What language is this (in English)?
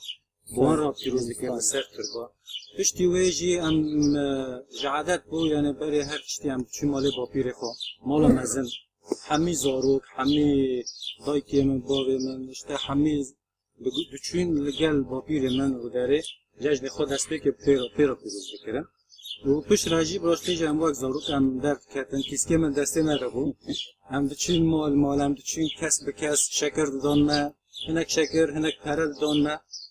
Kurdish